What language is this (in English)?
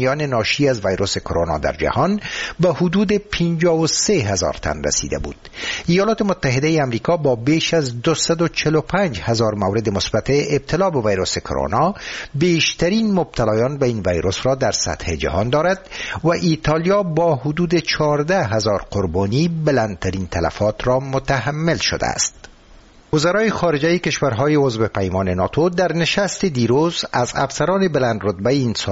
Persian